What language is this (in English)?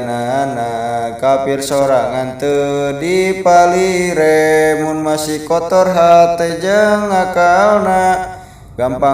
Sundanese